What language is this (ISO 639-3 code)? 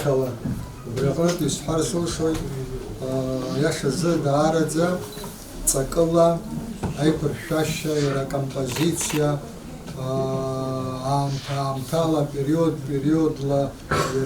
abk